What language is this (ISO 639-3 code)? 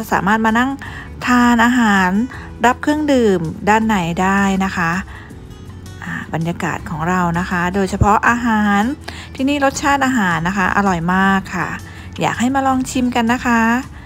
tha